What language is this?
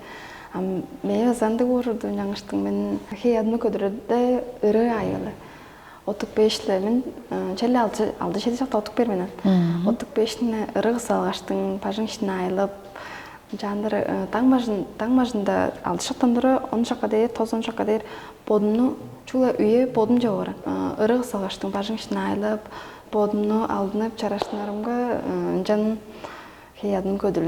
Tuvinian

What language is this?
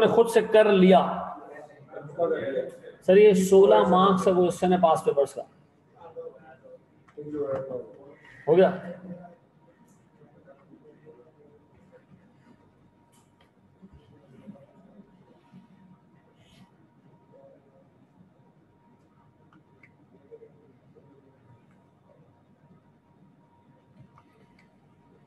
Hindi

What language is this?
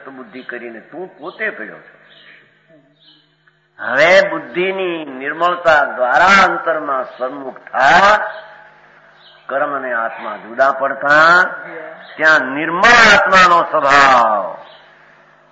Gujarati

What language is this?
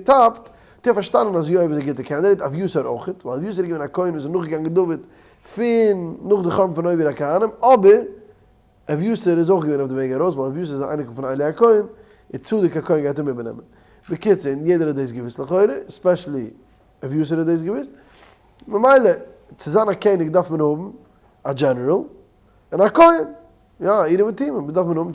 Yiddish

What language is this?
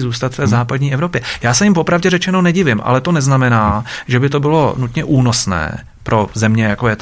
Czech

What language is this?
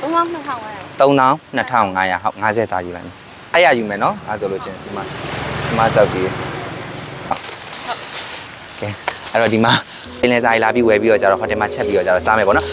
Burmese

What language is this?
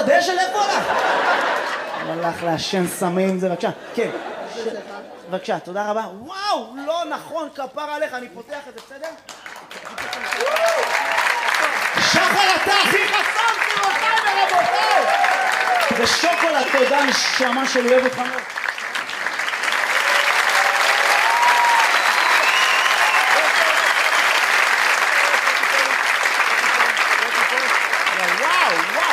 Hebrew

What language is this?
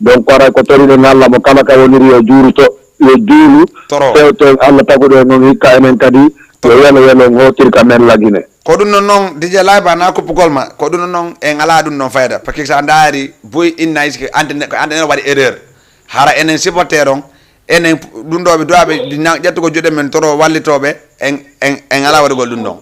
Fula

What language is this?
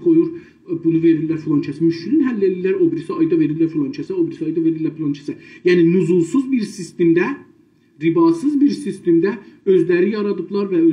South Azerbaijani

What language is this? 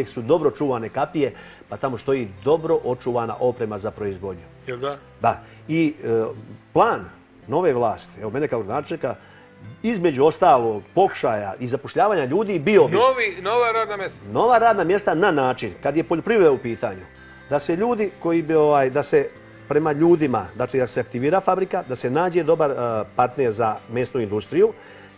Serbian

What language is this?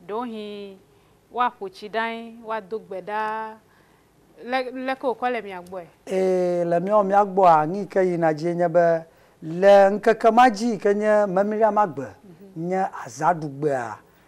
Ewe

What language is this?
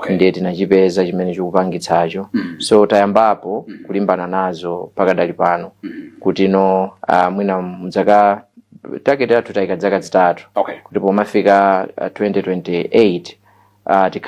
Nyanja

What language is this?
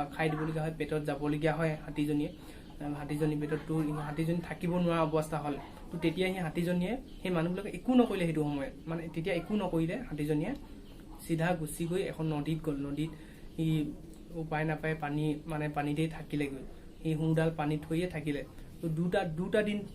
Assamese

